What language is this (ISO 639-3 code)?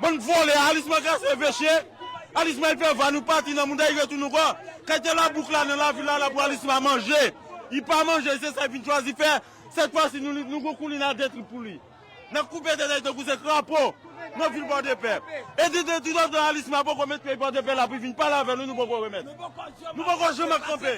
hat